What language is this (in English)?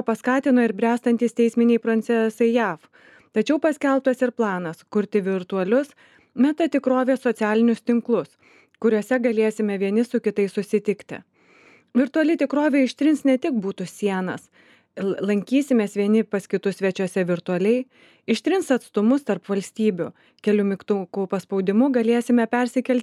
Lithuanian